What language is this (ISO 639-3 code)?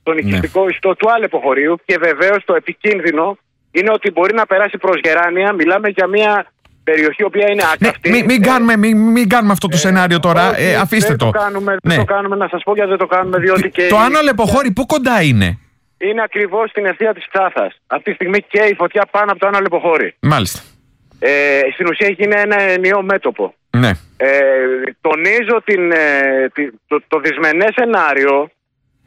ell